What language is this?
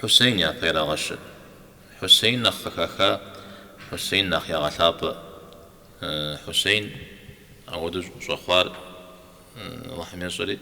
Kabardian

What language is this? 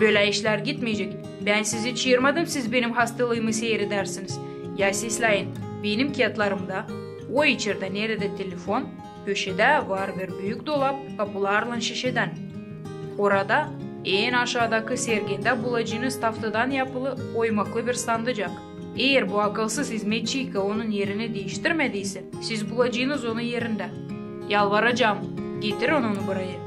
Gagauz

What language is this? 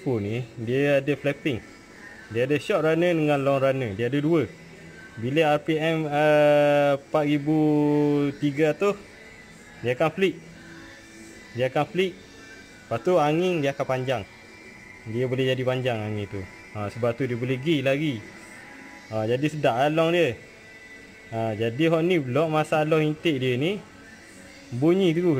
Malay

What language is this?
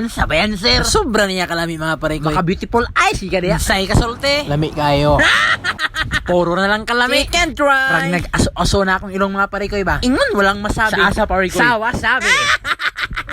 Cebuano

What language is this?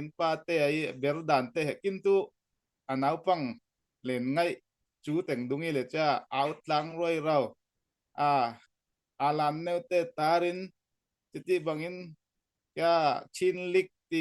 Falam Chin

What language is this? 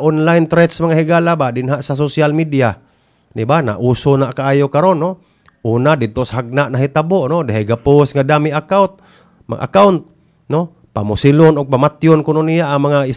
Cebuano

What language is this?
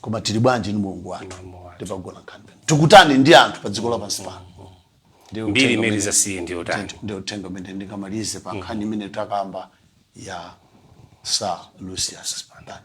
Nyanja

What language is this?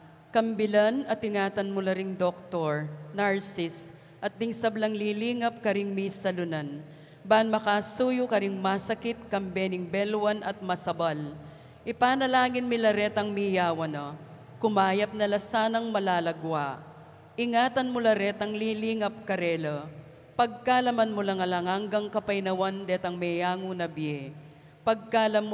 Pampanga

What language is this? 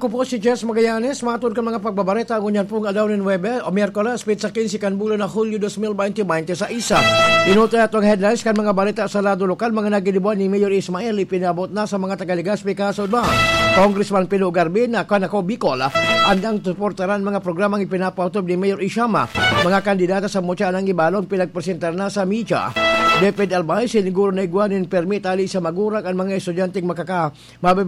Bikol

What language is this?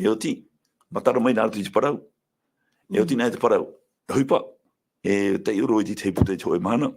Tahitian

